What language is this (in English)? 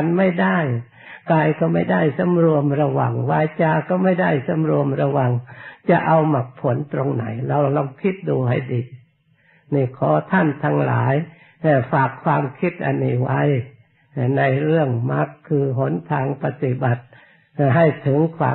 Thai